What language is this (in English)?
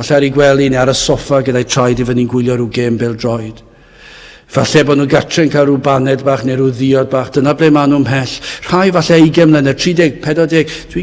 Welsh